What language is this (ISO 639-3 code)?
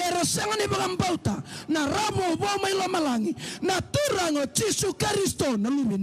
fij